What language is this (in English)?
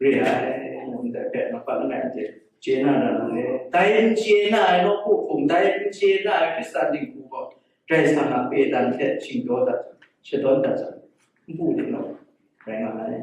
Kachin